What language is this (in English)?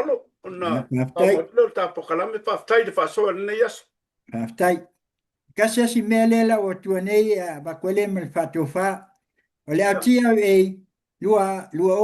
Samoan